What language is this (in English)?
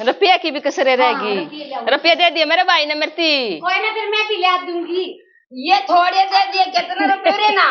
Haryanvi